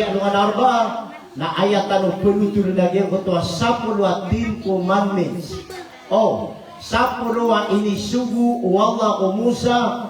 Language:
Maranao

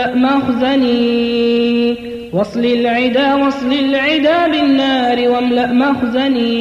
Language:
Bosnian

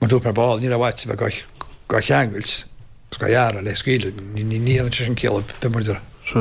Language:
Irish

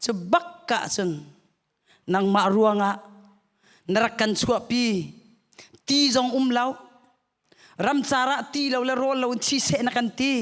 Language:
Hakha Chin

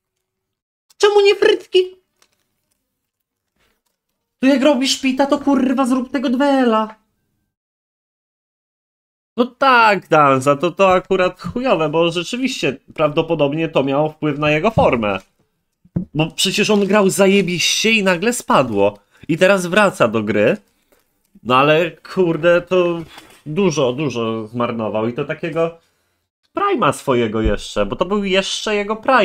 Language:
Polish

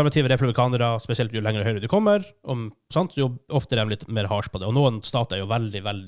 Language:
Norwegian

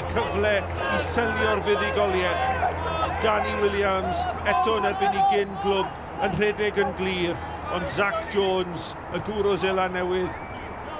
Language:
Welsh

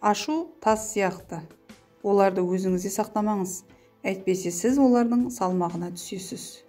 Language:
Kazakh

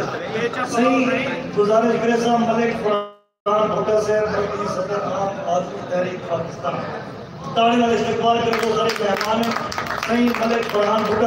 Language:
Saraiki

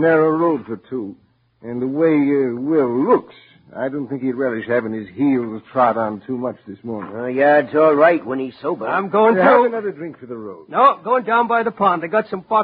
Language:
English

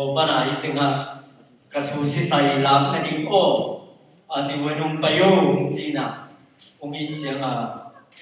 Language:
Tedim Chin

